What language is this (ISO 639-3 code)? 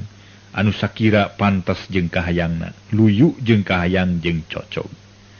sun